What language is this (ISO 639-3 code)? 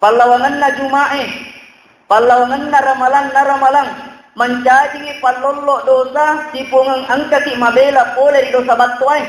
bug